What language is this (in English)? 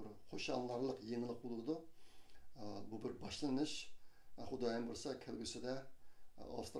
Uyghur